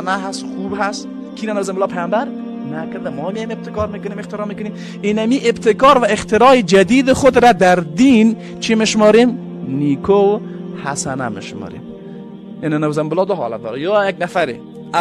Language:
Persian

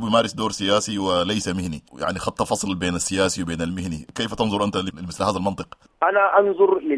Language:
Sudanese Arabic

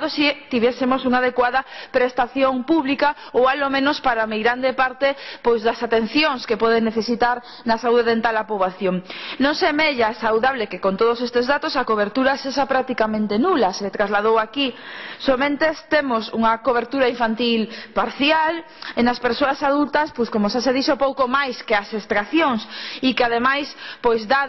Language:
Galician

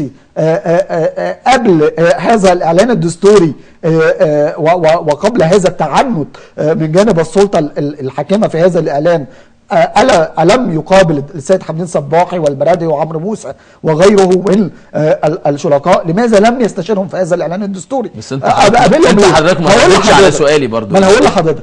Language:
Egyptian Arabic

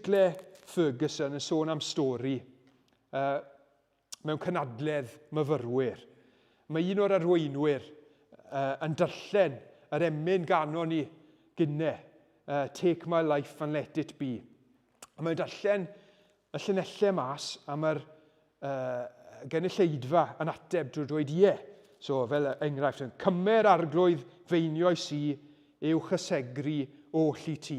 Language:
Welsh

